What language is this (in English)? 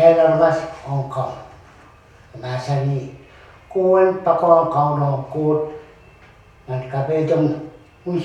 Pohnpeian